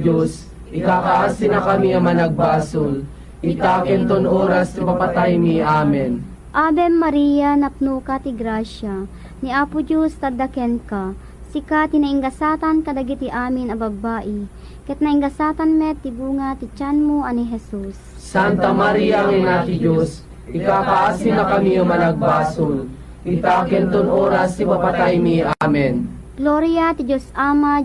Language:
Iloko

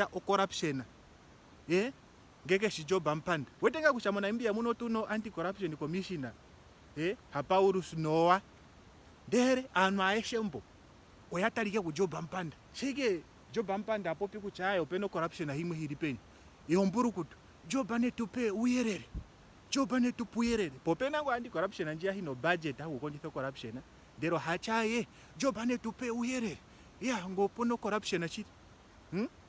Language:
Ndonga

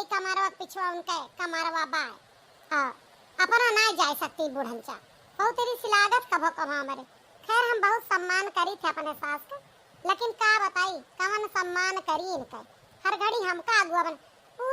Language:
Awadhi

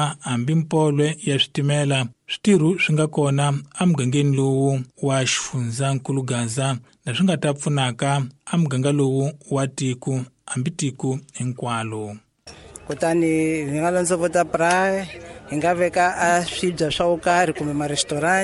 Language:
Tsonga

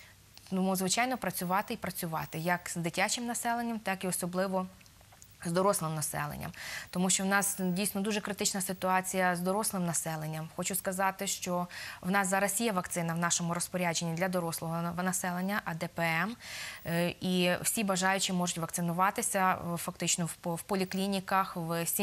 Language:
Ukrainian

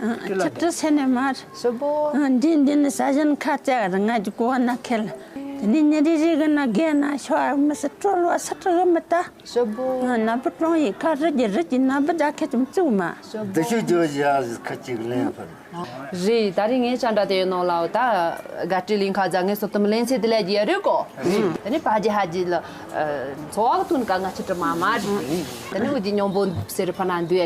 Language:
Tibetan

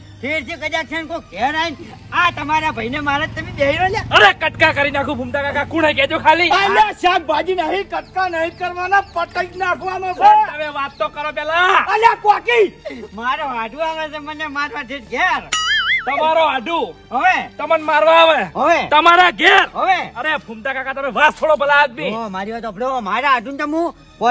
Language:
Gujarati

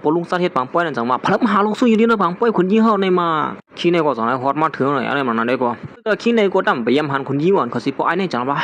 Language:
Shan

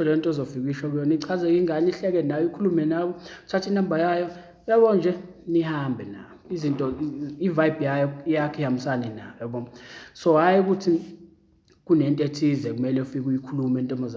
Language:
Zulu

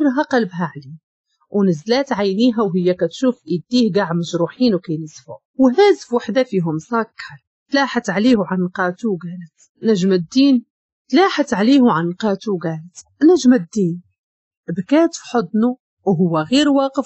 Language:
Moroccan Arabic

